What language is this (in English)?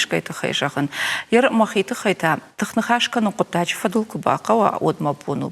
Ossetic